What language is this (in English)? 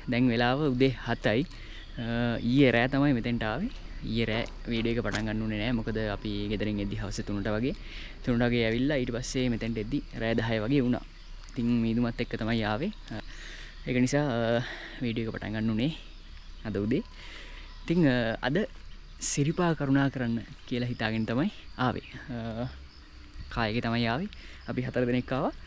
Sinhala